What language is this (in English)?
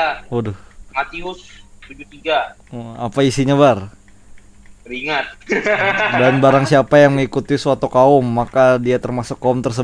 Banjar